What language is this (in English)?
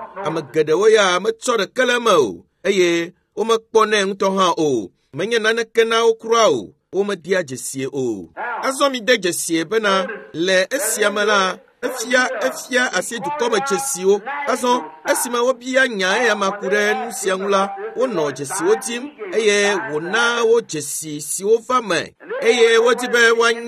Ewe